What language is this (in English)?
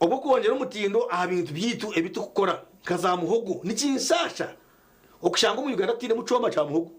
Nyankole